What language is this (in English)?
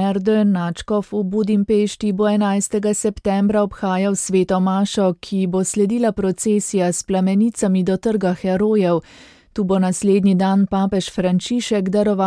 Slovenian